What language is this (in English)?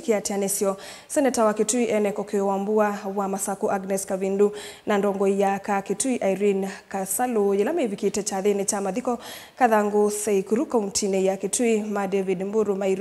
Kamba